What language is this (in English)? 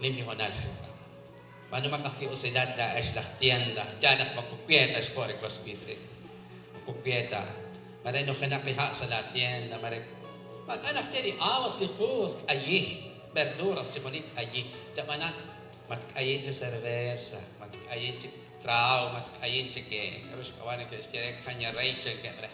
Kekchí